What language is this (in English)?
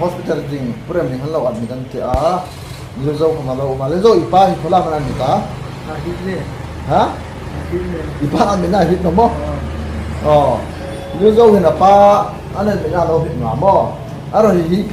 Hmar